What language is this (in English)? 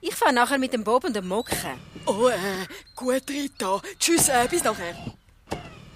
Swiss German